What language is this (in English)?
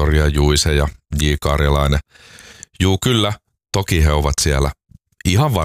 Finnish